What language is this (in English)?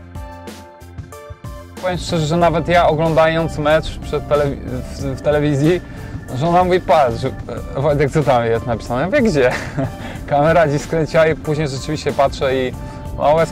Polish